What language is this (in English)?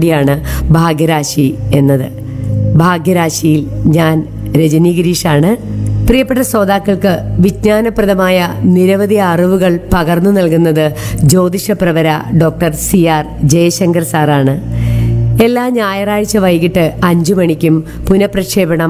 Malayalam